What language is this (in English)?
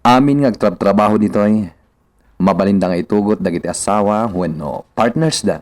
Iloko